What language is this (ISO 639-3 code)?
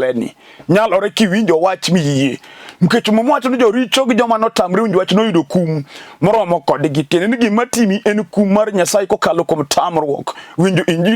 luo